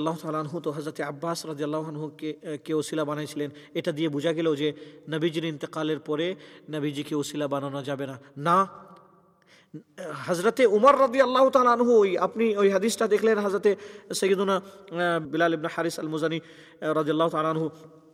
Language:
Bangla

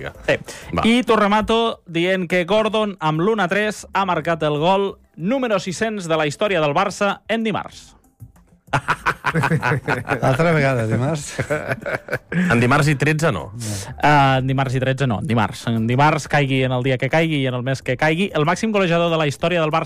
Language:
Catalan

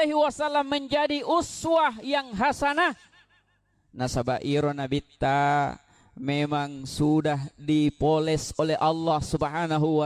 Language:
Buginese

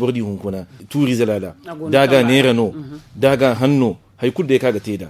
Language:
Zarma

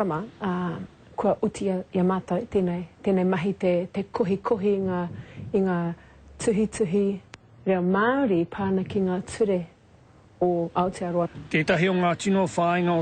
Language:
Māori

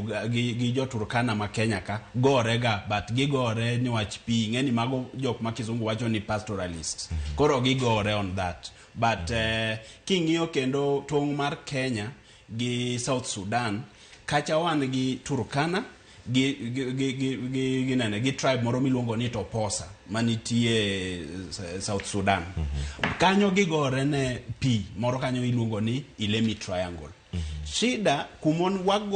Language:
Luo (Kenya and Tanzania)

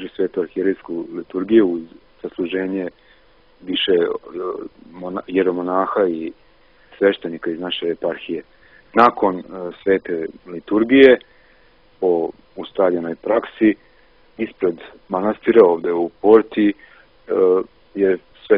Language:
Serbian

